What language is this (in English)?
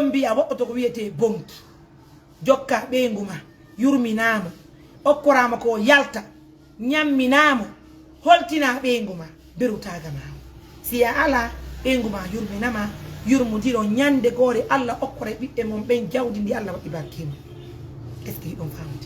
Fula